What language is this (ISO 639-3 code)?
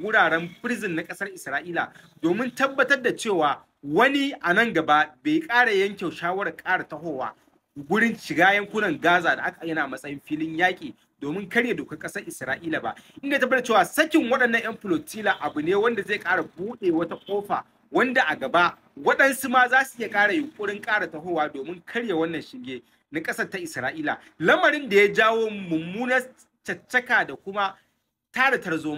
hau